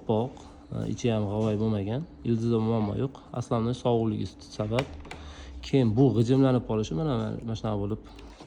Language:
Uzbek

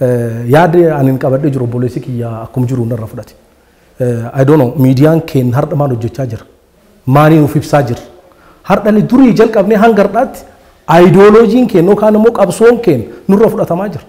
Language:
Oromo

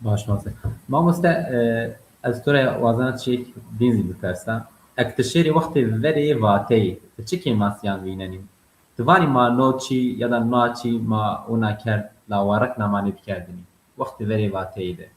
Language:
Zaza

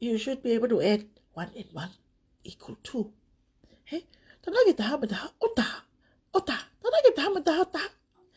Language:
Tongan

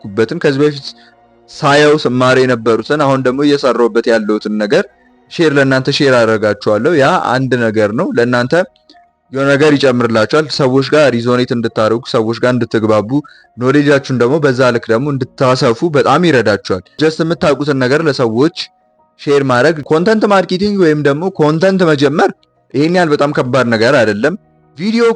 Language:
Amharic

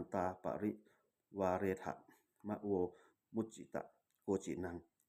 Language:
Pali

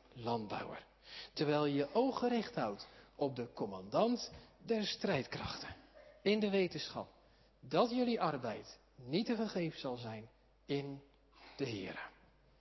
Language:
Dutch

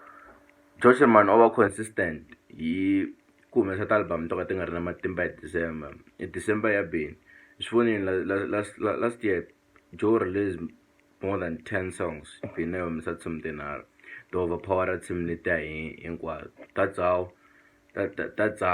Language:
Tsonga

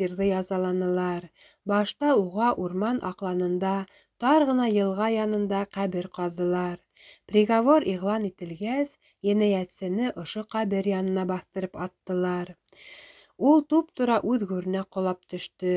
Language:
Bashkir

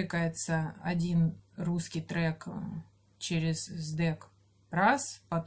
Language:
Russian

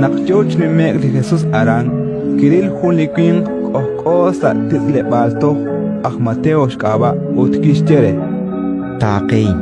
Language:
Kekchí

